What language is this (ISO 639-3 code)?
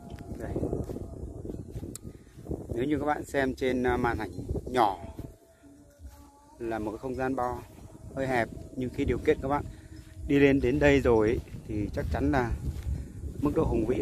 vie